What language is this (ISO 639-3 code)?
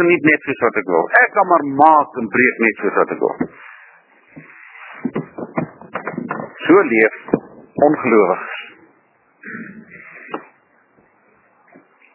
afr